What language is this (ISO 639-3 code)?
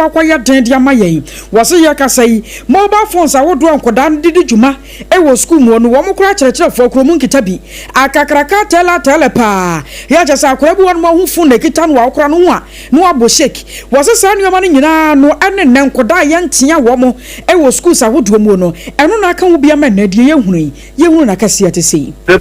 aka